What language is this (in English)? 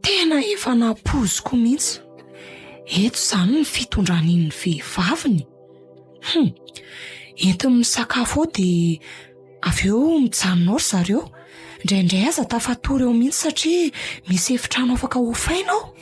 Malagasy